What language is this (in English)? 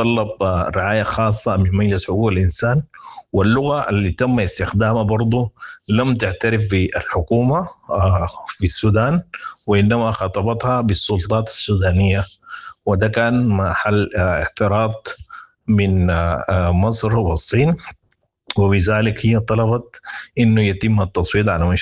Sudanese Arabic